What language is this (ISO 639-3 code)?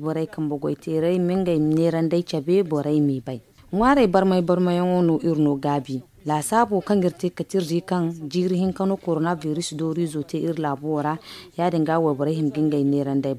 dje